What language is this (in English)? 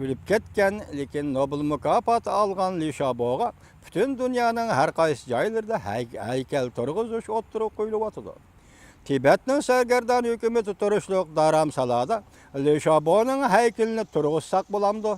Uyghur